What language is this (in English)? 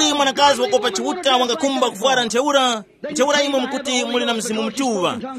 Tumbuka